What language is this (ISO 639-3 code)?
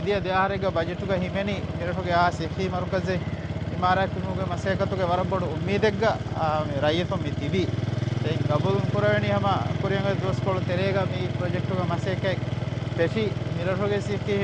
div